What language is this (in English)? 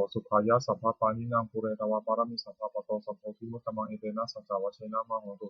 Pali